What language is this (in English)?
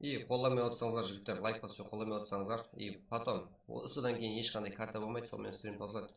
Kara-Kalpak